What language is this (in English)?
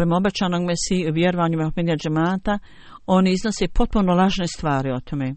Bosnian